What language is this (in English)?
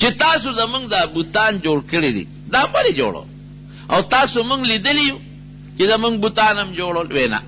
Pashto